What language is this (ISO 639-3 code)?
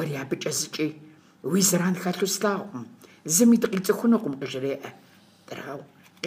kbd